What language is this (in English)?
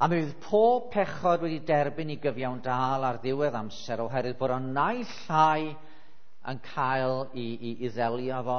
Welsh